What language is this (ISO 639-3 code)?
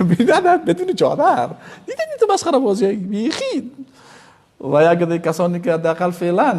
fas